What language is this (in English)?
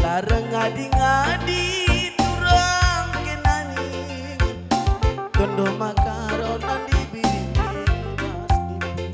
Batak Karo